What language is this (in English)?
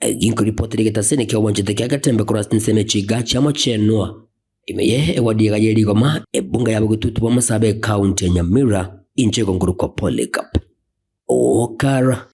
Gusii